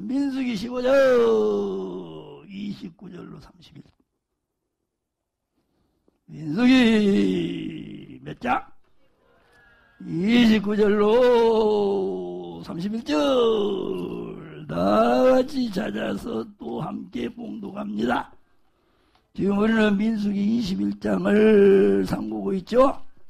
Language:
Korean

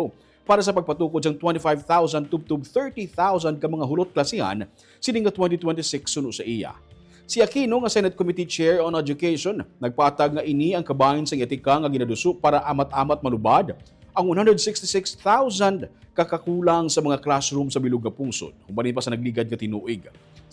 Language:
Hiligaynon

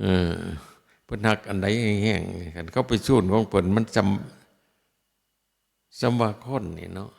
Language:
Northeastern Thai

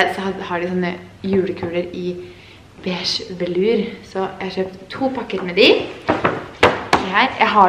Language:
Norwegian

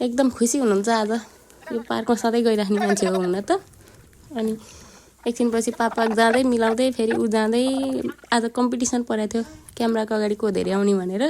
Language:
Nepali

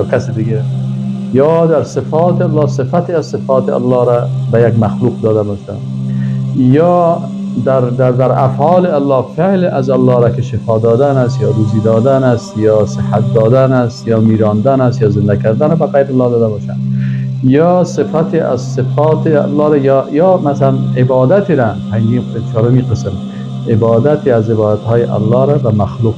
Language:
Persian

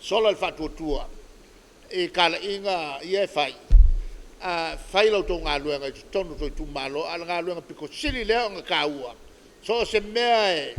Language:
Samoan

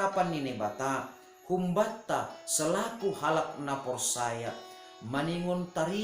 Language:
Batak Simalungun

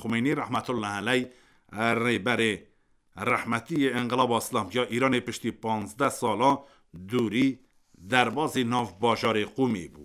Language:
Kurdish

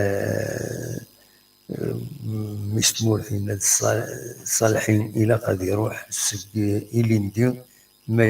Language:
Kabyle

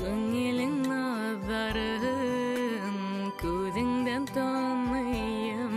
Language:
Bashkir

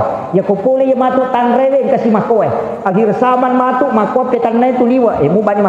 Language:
Buginese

